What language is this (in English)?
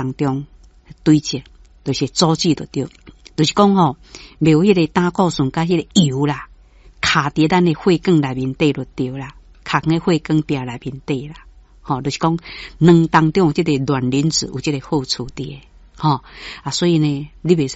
Min Nan Chinese